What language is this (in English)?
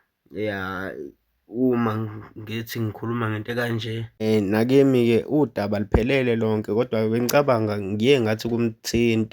Zulu